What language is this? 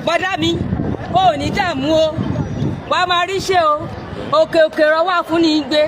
Yoruba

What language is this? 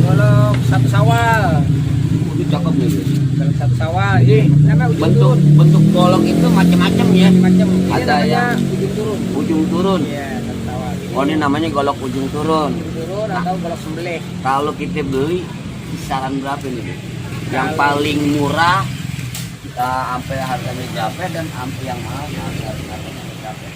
Betawi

